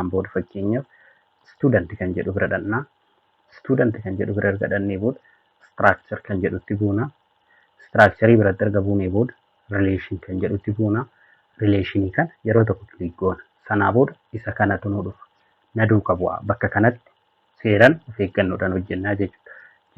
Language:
Oromo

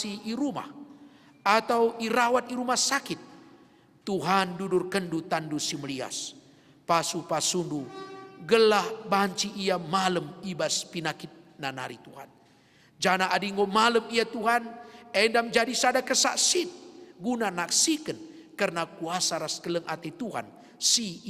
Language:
Batak Karo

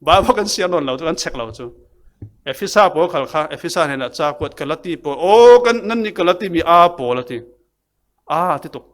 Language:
Falam Chin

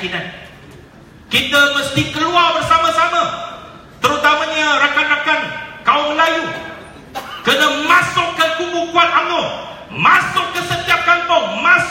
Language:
Malay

